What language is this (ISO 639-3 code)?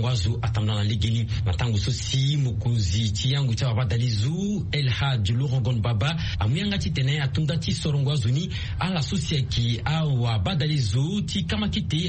sag